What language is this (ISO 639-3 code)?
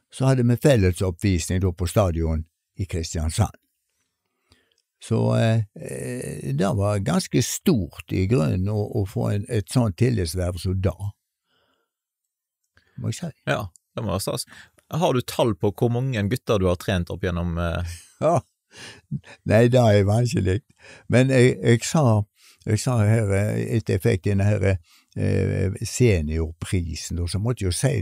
nor